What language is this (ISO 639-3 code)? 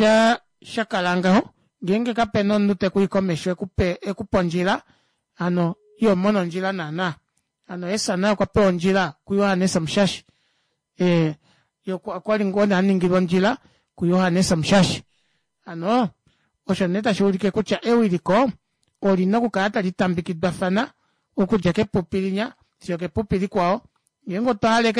kua